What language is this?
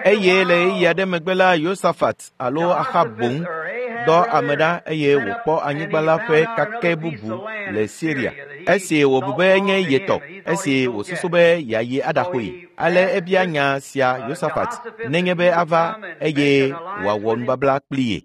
Ewe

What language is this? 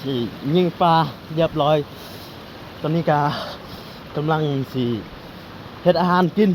Lao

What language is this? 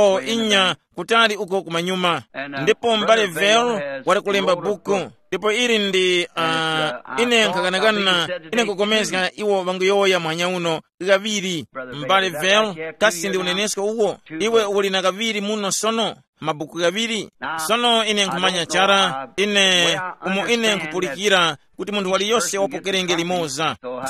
Tumbuka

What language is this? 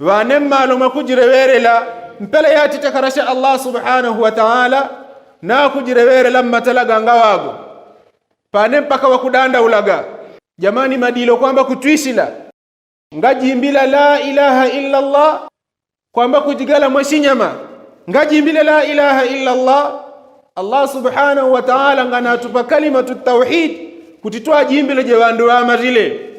Yao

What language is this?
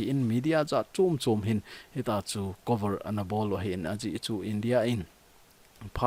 Thado Chin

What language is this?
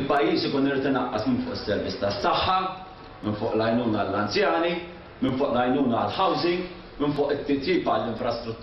Maltese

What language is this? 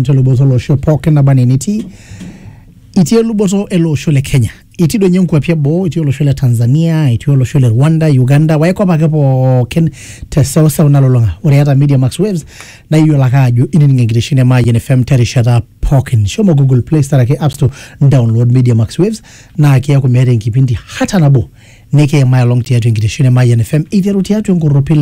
Masai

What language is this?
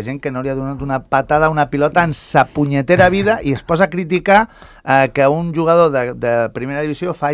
Catalan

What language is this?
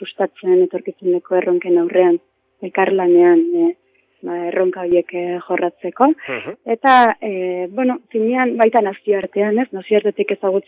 Basque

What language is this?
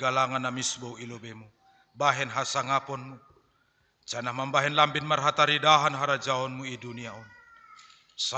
Batak Simalungun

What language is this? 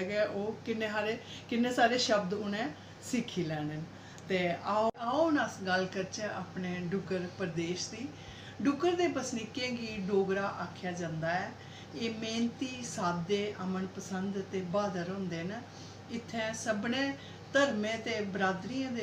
Dogri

